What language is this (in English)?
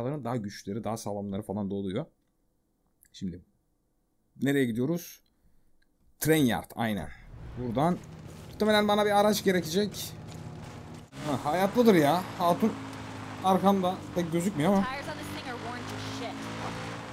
Turkish